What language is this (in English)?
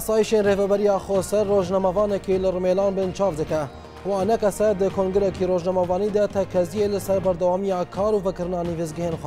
Kurdish